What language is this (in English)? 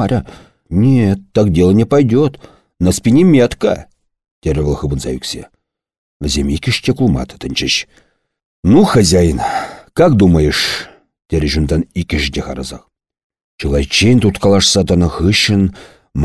Chuvash